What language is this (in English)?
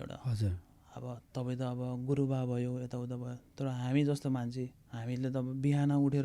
Nepali